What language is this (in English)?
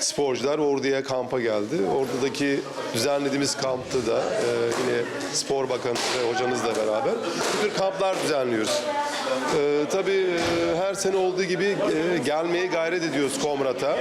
Gagauz